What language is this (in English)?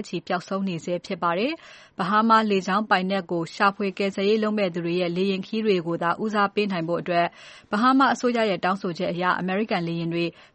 Burmese